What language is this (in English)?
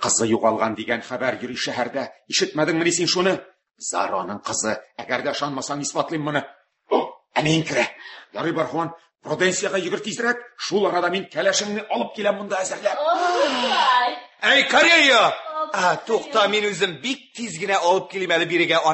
Tatar